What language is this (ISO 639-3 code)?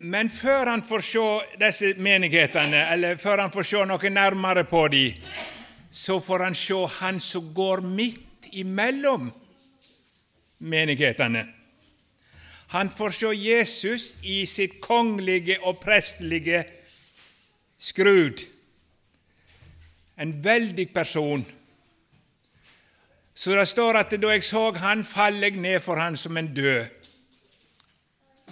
nor